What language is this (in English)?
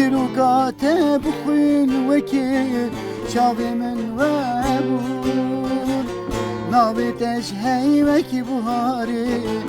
Kurdish